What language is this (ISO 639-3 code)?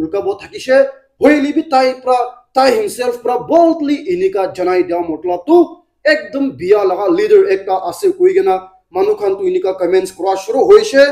nag